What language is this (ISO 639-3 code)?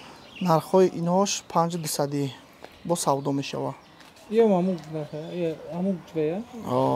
tgk